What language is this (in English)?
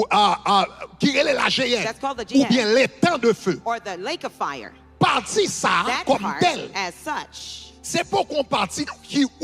Haitian Creole